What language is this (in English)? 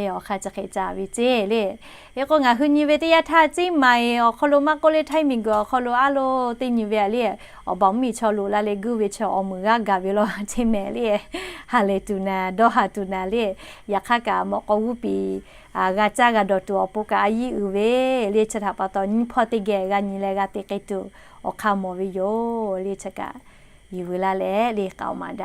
Lahu